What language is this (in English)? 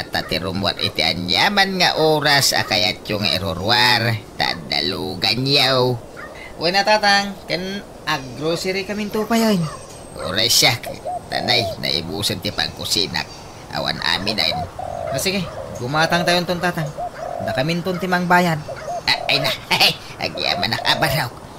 Iloko